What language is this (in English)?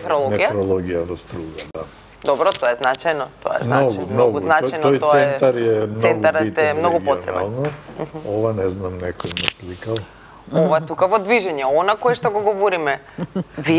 Macedonian